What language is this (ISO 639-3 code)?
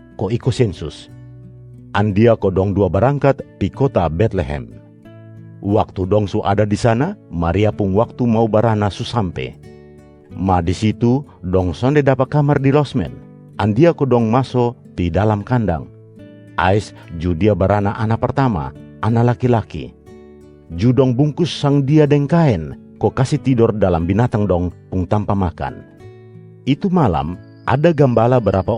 mkn